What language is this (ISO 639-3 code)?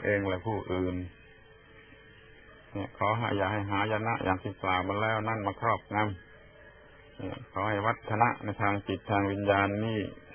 tha